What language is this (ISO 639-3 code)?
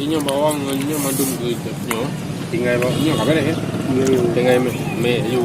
ace